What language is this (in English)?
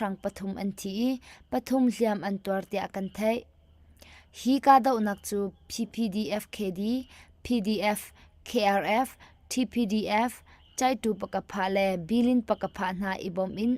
Hakha Chin